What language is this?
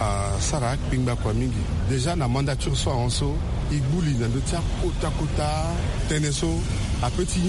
Sango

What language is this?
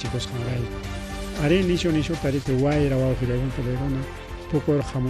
Ayacucho Quechua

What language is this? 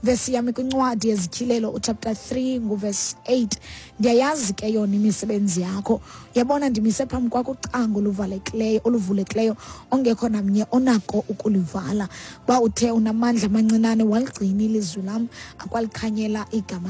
Xhosa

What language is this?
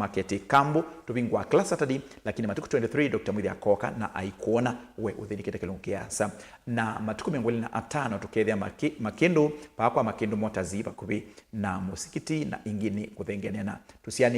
Kamba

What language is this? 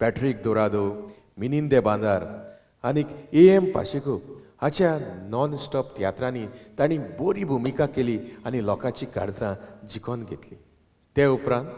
Konkani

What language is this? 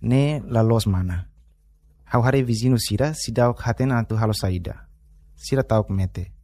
Tetum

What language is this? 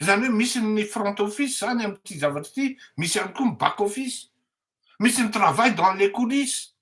Malagasy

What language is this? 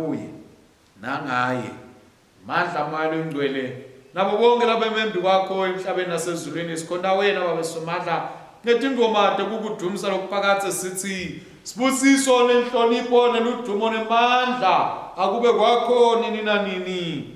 Swati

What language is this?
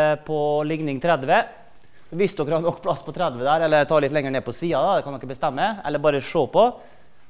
Norwegian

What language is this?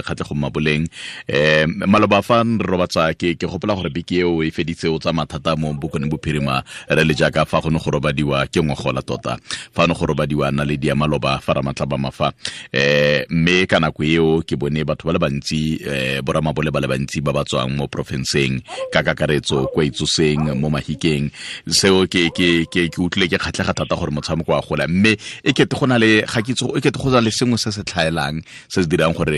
Tswana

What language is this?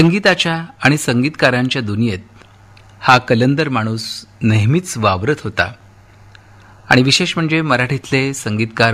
Marathi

